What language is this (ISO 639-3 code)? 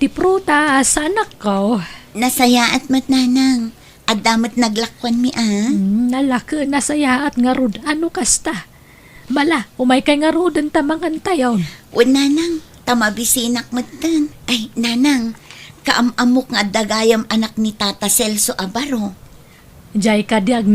ilo